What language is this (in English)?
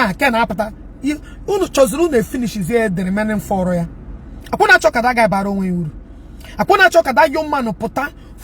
Igbo